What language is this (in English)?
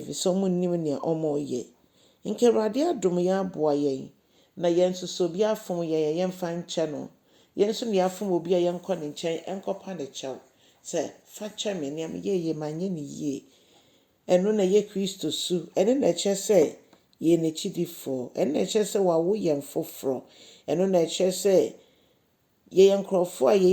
Akan